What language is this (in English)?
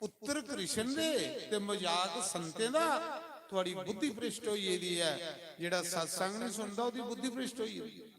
Dogri